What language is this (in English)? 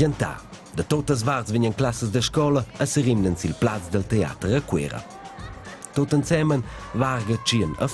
Romansh